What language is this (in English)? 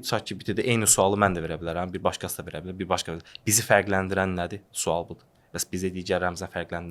Azerbaijani